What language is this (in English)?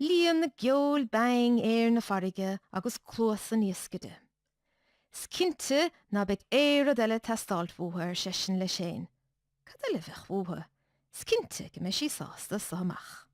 Irish